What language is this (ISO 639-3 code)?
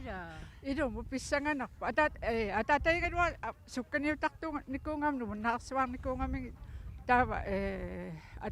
kal